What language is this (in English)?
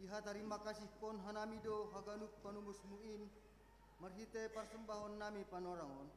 Batak Simalungun